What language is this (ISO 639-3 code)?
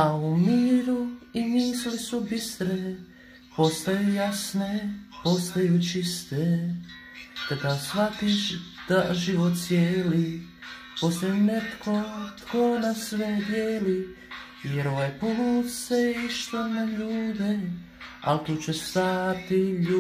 hrv